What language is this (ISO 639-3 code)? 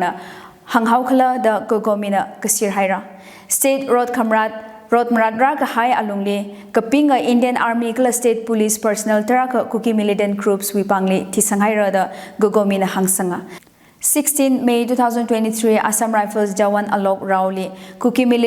nmf